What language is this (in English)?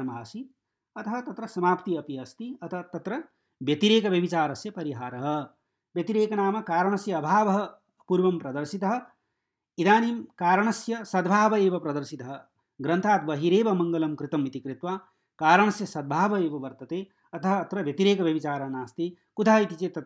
Sanskrit